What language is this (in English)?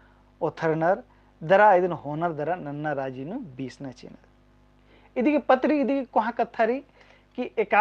Kurukh